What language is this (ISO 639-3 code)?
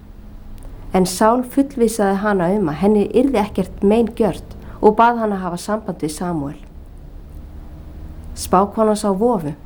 isl